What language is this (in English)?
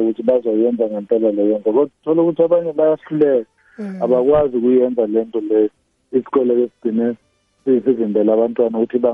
South Ndebele